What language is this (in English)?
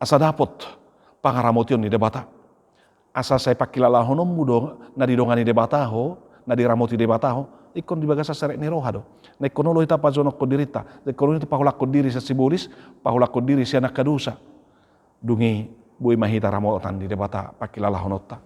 Batak Toba